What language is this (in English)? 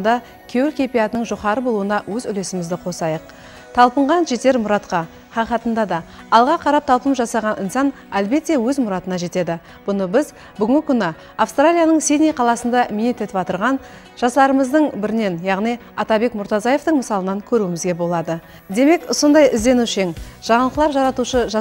Kara-Kalpak